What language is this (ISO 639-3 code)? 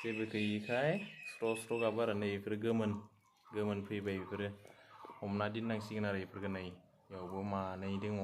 brx